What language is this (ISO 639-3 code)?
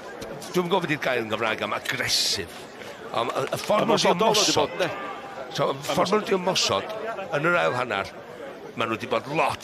cym